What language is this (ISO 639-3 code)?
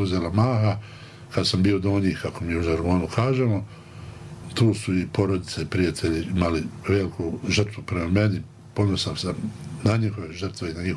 bos